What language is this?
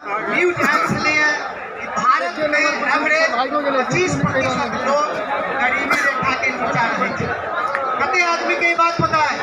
Maithili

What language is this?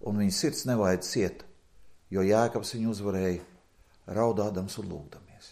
Latvian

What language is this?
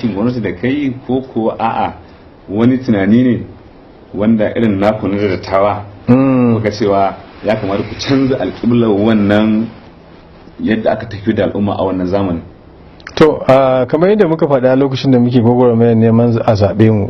Hausa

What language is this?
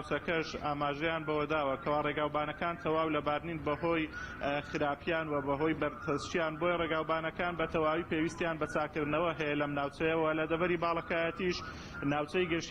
Central Kurdish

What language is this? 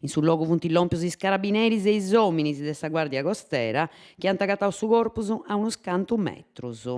Sardinian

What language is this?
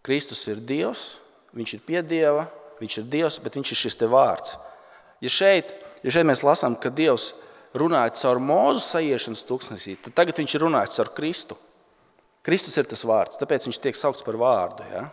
Latvian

